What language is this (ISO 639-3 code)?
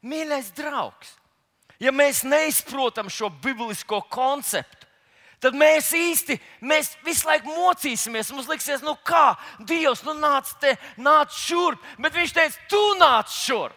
lav